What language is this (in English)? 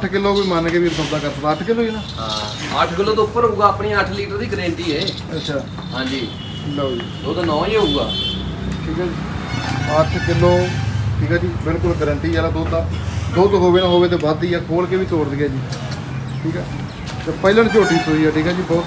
Punjabi